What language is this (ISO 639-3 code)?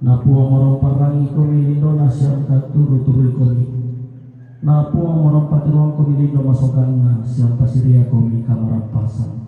sda